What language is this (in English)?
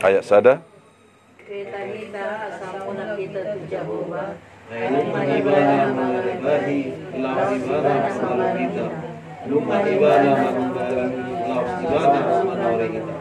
Batak Toba